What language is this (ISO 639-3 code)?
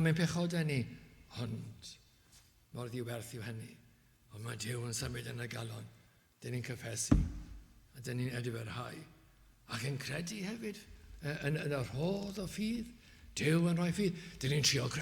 cym